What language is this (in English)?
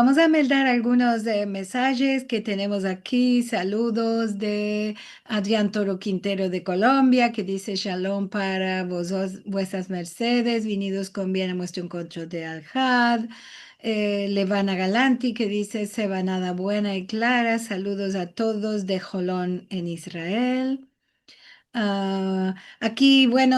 Ladino